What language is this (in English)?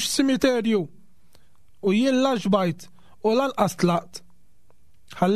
Maltese